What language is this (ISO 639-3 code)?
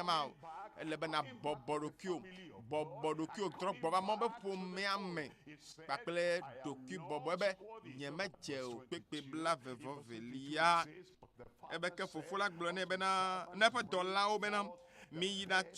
ewe